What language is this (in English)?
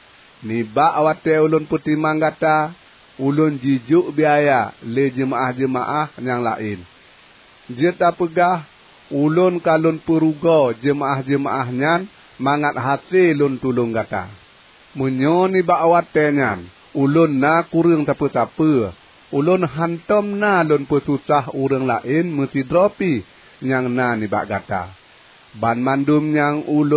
Achinese